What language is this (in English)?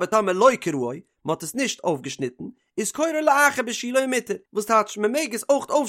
Yiddish